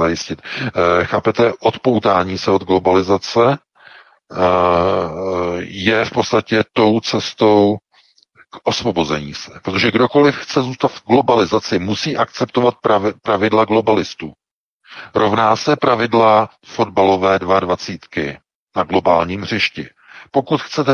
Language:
Czech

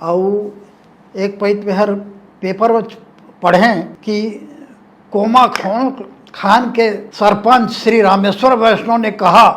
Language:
Chhattisgarhi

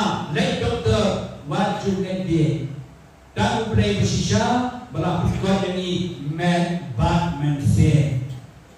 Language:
Khasi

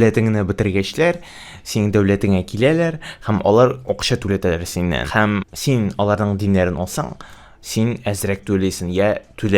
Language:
Tatar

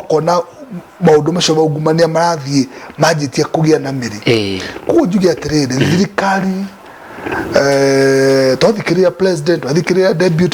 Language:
Kikuyu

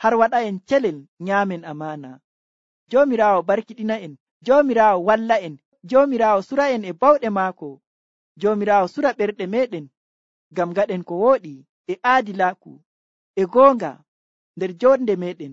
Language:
Nigerian Fulfulde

